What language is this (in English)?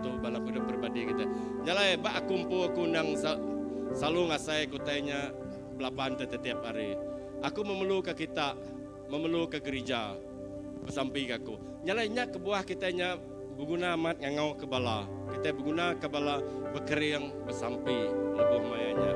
Iban